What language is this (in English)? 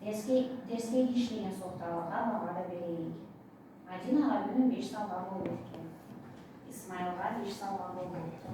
Karachay-Balkar